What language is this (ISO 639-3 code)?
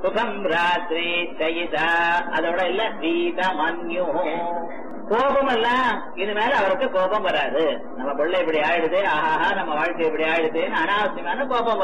tam